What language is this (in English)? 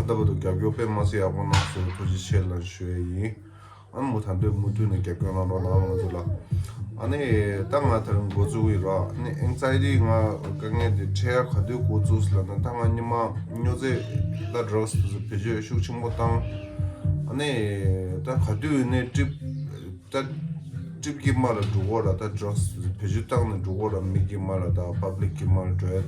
Tibetan